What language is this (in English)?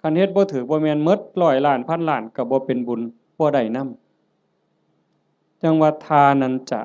Northeastern Thai